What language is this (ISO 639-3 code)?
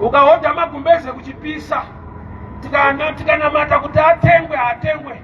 sna